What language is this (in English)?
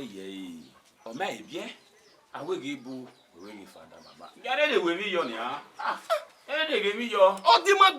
Bini